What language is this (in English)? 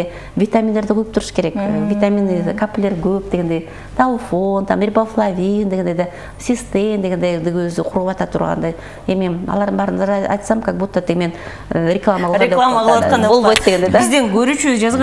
Kyrgyz